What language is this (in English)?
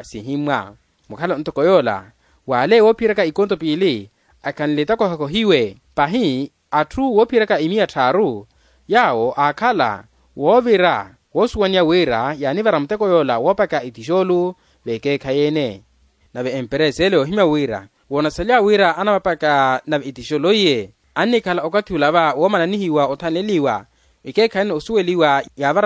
Makhuwa